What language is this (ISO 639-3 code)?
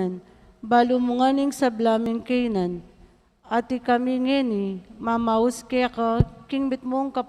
pam